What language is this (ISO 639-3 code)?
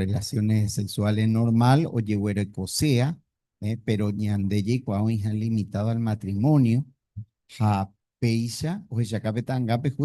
grn